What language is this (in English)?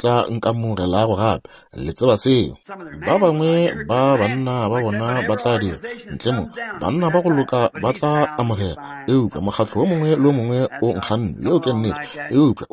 Northern Sotho